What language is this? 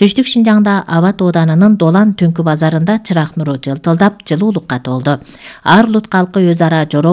Kyrgyz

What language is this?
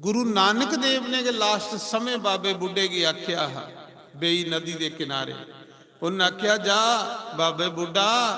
Dogri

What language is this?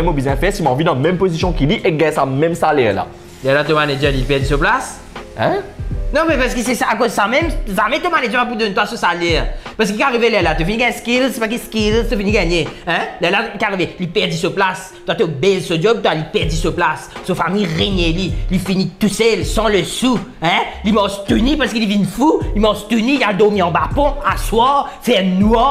Morisyen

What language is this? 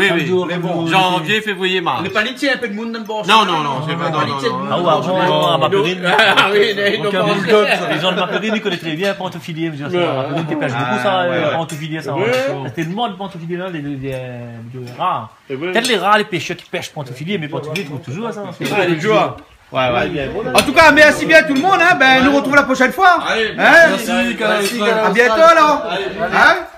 Réunion Creole French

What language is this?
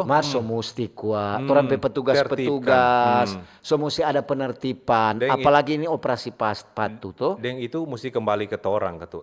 Manado Malay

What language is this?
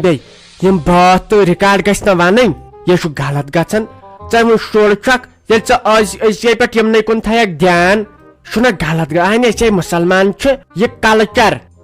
Kashmiri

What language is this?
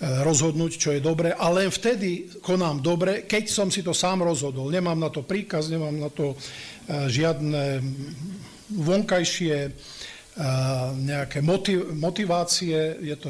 Slovak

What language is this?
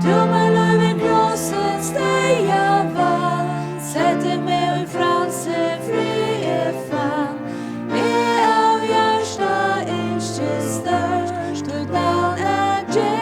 Faroese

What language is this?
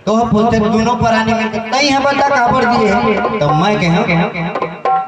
Chhattisgarhi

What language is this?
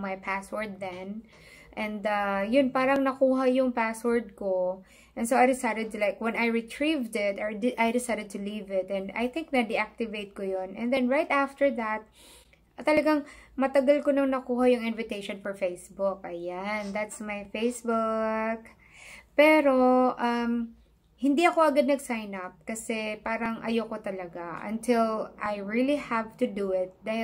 Filipino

